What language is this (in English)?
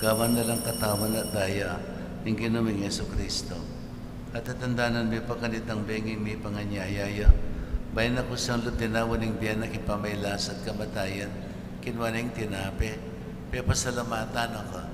Pampanga